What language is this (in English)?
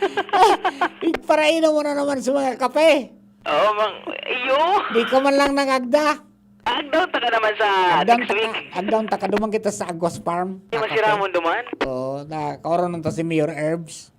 Bikol